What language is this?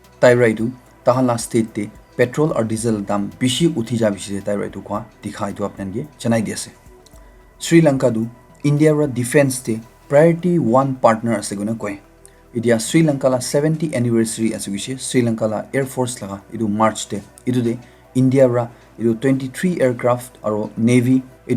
Naga Pidgin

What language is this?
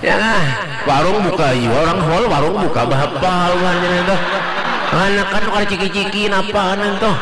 Banjar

